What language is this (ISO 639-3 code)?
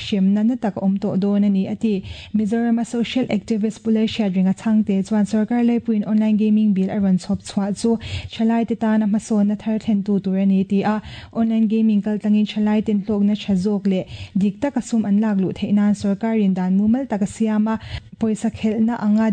lus